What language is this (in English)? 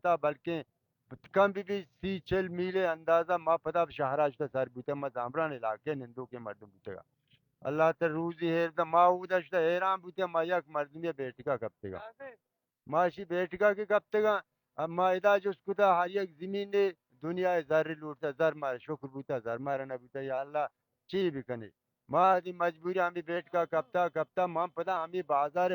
Baluchi